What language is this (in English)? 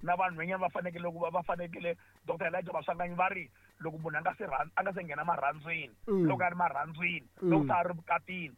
Tsonga